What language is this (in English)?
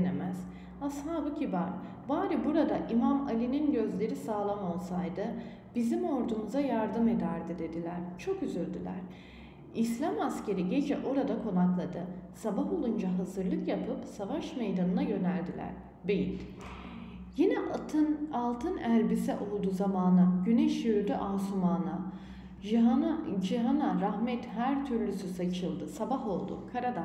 Turkish